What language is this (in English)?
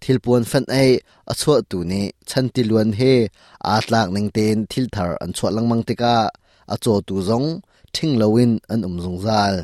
Hakha Chin